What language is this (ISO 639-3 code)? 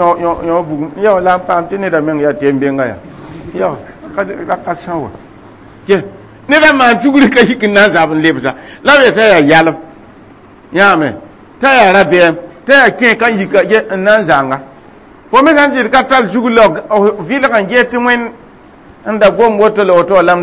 mos